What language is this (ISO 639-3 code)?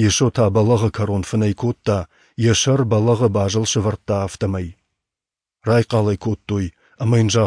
oss